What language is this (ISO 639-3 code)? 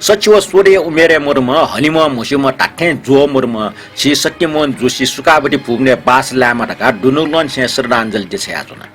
new